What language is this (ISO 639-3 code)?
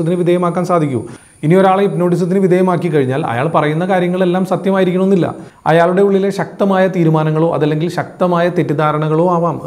mal